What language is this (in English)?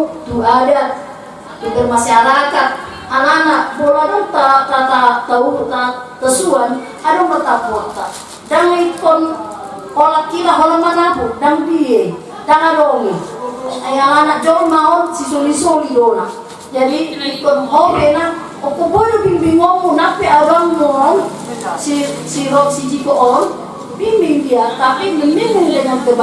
Batak Toba